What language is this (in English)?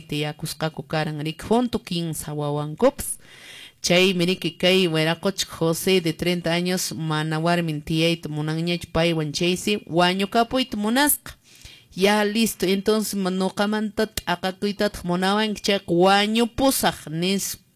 Quechua